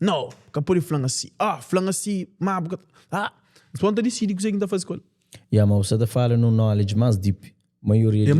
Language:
Kabuverdianu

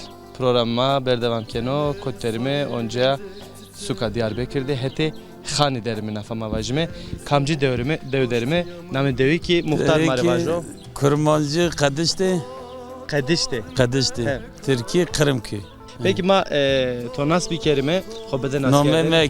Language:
Zaza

